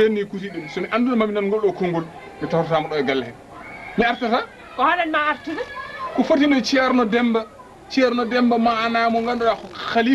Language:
Fula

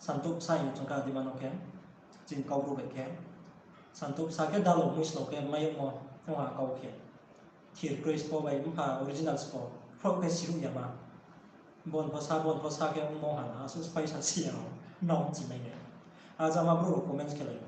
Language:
Riang (India)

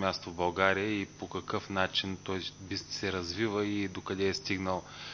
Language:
Bulgarian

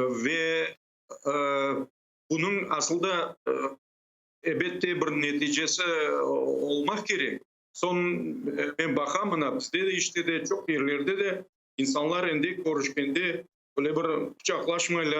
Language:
Crimean Tatar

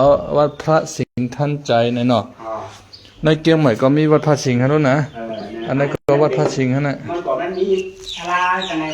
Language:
Shan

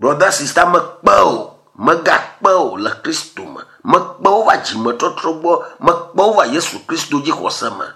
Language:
Ewe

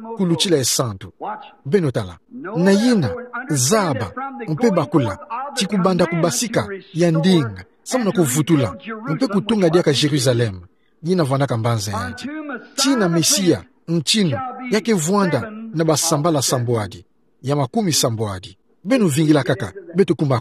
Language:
Kituba (Democratic Republic of Congo)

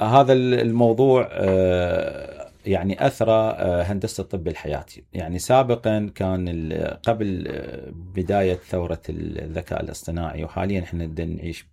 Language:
Mesopotamian Arabic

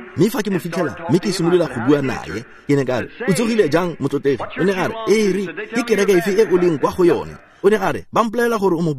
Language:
Tswana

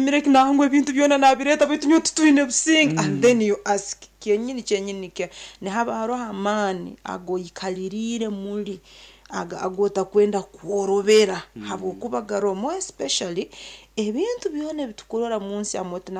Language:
Nyankole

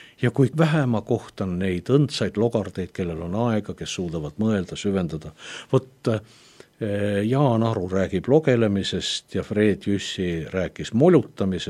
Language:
Estonian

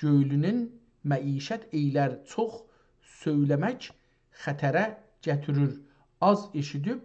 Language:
South Azerbaijani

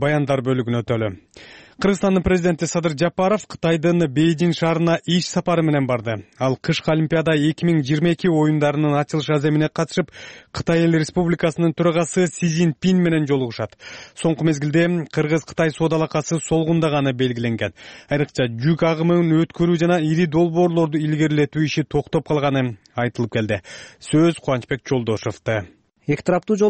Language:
Kyrgyz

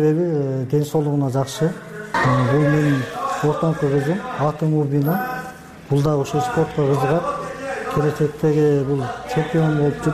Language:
Kyrgyz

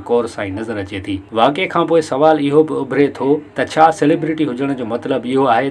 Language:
Sindhi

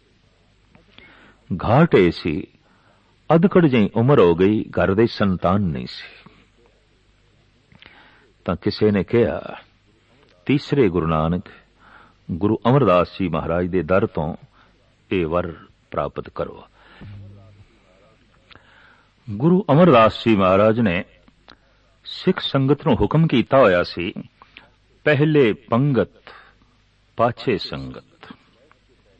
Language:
Punjabi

